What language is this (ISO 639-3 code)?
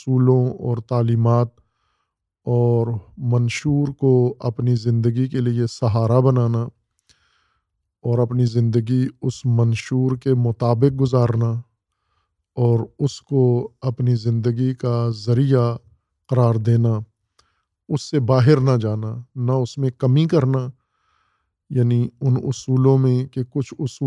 urd